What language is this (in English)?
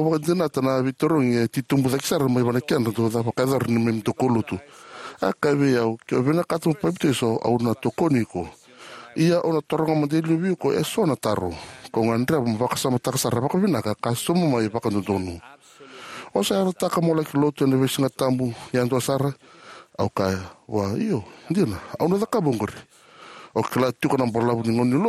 Fijian